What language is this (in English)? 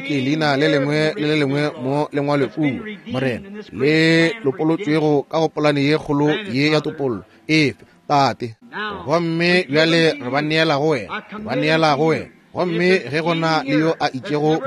Northern Sotho